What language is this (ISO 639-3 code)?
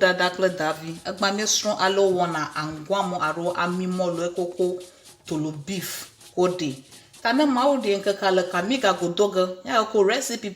ewe